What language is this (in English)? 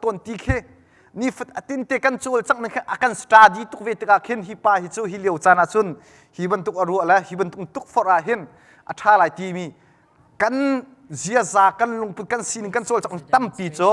Hakha Chin